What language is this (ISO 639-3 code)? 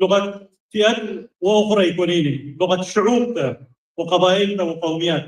tig